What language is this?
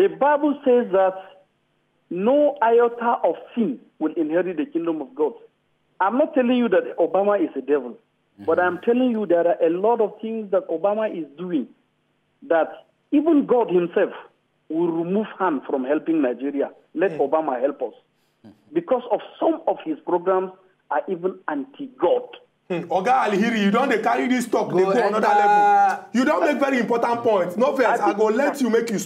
Nigerian Pidgin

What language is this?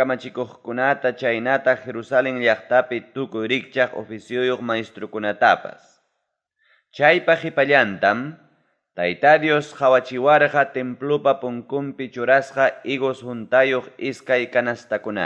Ayacucho Quechua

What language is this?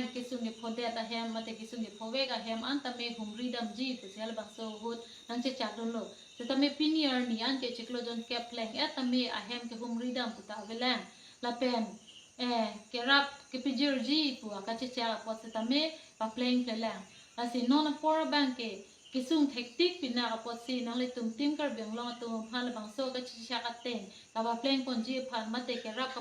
Karbi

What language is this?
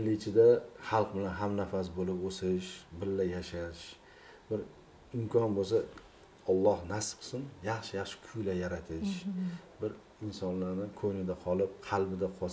Uzbek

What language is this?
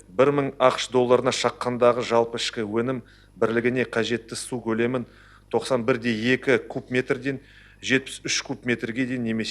Kazakh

